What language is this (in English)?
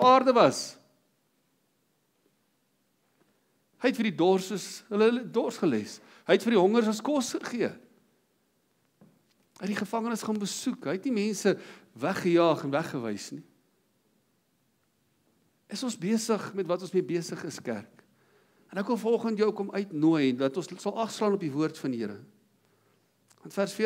Afrikaans